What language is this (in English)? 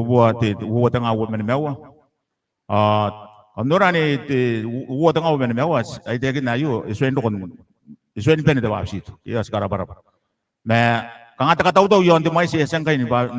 Gilbertese